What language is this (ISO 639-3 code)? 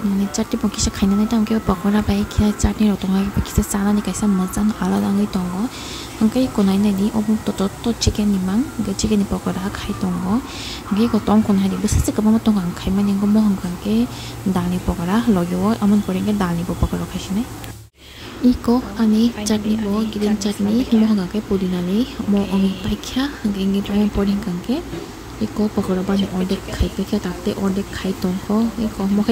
trp